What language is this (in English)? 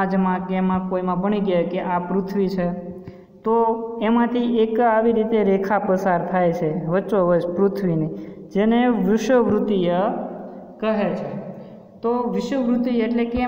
Gujarati